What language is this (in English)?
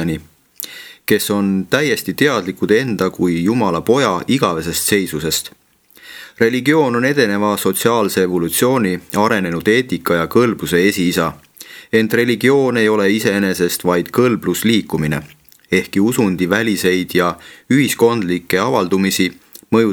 Estonian